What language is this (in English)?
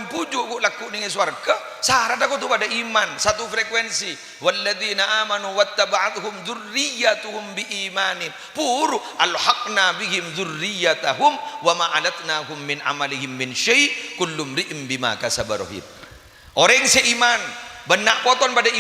Madurese